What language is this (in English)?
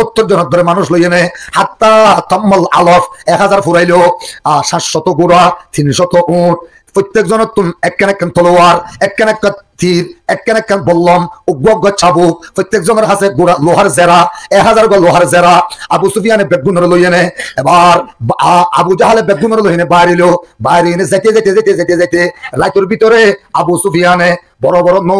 Rohingya